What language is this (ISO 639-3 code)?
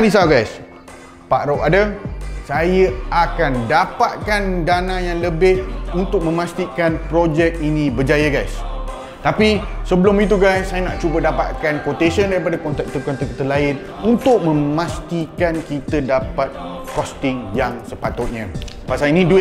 msa